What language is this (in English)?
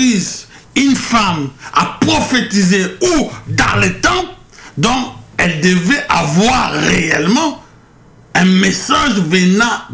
French